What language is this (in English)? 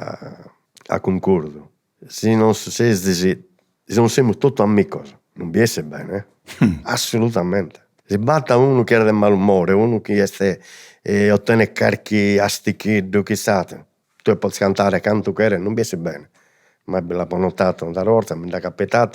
Sardinian